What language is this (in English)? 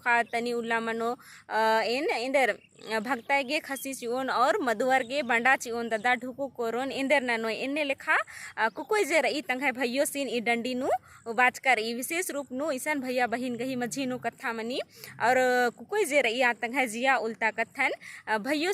Kurukh